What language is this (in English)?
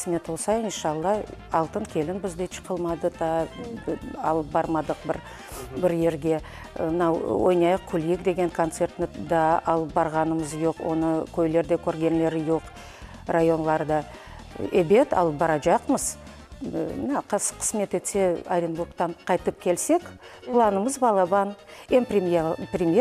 Crimean Tatar